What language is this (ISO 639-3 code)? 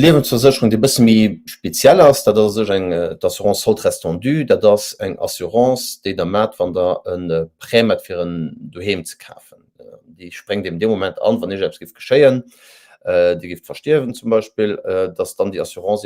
ltz